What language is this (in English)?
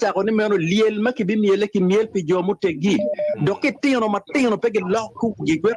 Acoli